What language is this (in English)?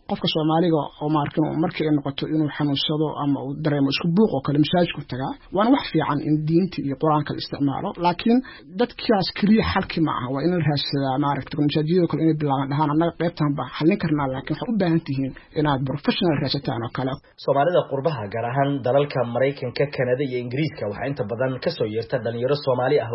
Somali